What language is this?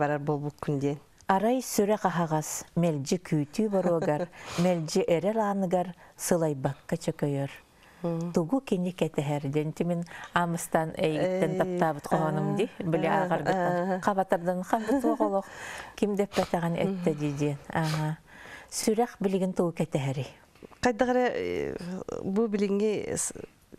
Yakut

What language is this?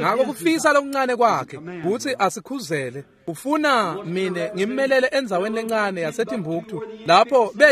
Swati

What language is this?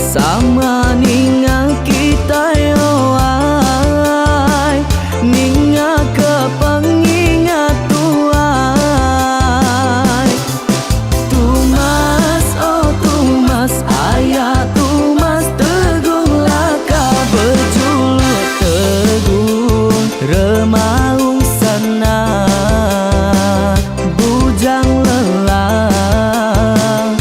Iban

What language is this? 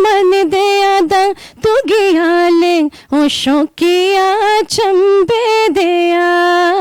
Dogri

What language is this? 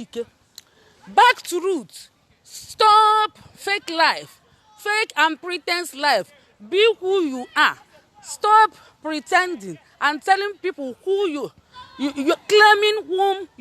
Igbo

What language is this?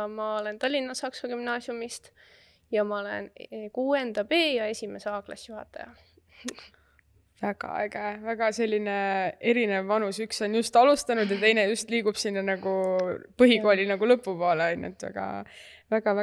Estonian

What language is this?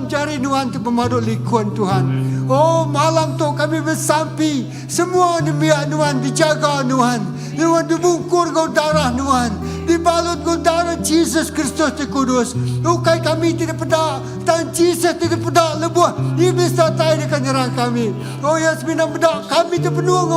Iban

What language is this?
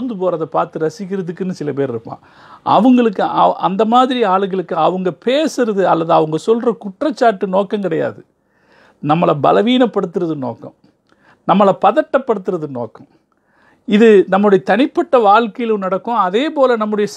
Tamil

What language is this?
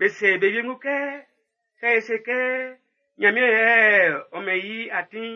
Baoulé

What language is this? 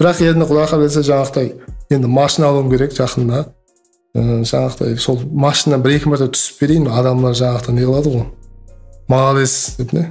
Kara-Kalpak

